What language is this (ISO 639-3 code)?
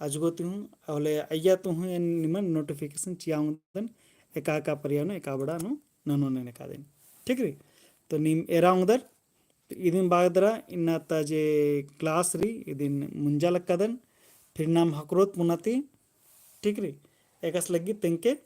kru